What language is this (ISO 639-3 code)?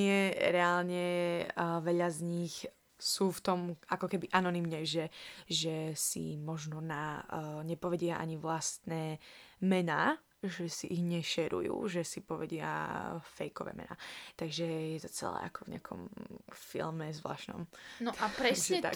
slk